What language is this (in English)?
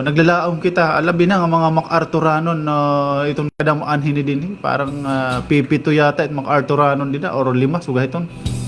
Waray